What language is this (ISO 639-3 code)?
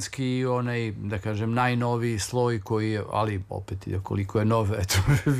srp